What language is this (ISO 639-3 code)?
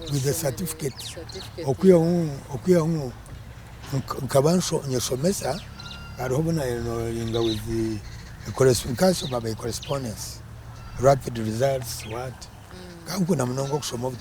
nyn